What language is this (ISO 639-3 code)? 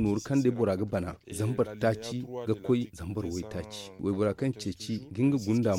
dje